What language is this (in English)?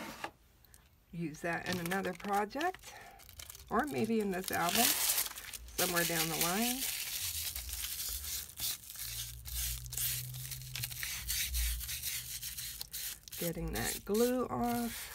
English